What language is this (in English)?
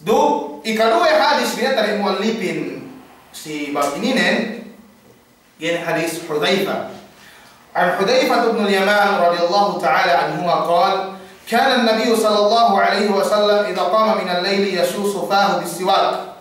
Yakan